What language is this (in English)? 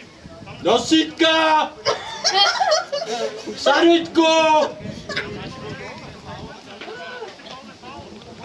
Czech